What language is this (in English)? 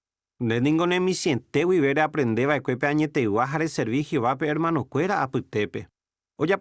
Guarani